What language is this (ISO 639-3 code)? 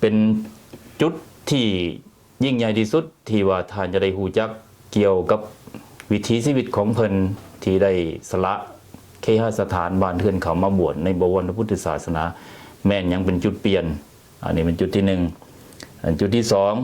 lao